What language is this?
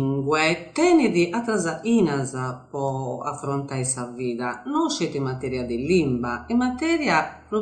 Sardinian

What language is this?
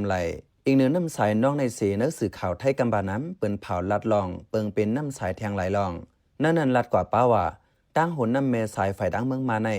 Shan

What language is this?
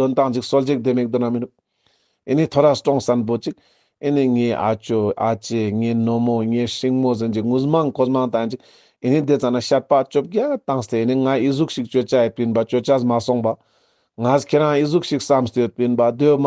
Ladakhi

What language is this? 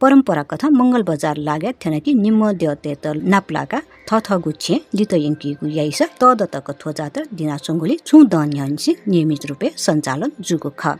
Newari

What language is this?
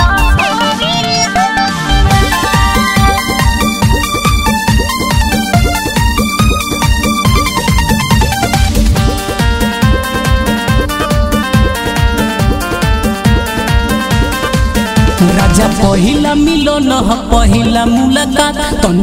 Bhojpuri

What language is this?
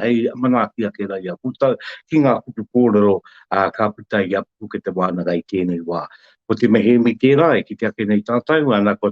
Māori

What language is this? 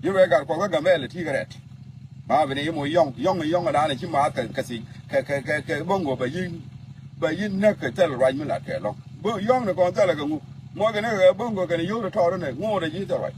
Nuer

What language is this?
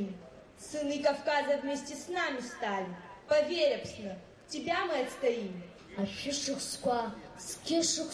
Abkhazian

